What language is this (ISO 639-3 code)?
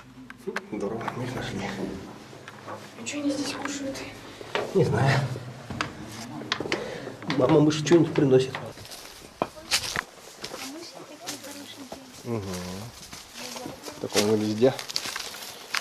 rus